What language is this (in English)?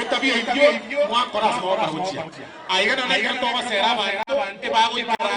Gusii